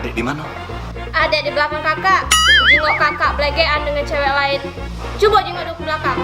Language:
Musi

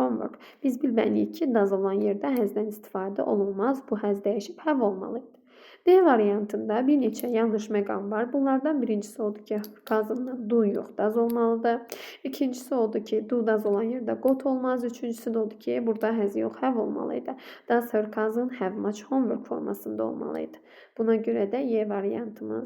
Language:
Azerbaijani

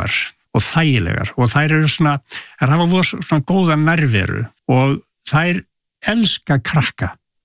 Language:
Icelandic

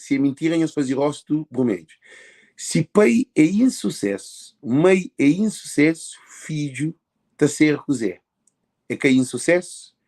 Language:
Kabuverdianu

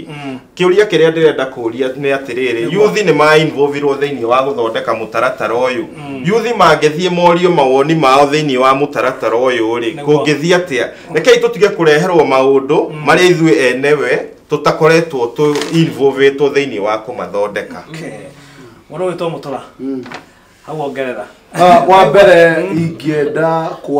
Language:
Kikuyu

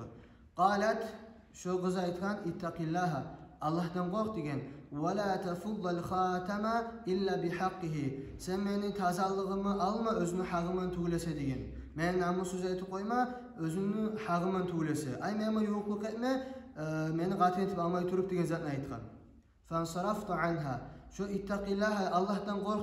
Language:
Kumyk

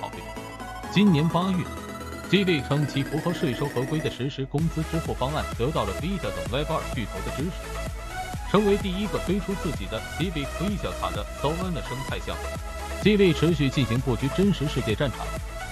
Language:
Chinese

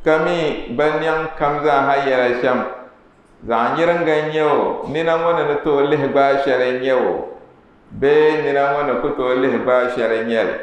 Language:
Dagbani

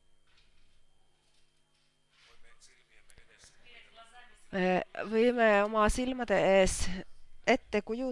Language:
Finnish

